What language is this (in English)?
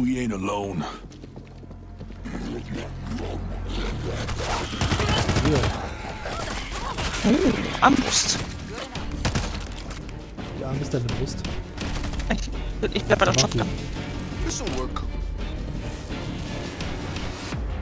German